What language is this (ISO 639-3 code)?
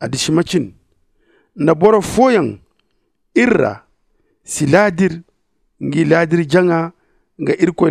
dje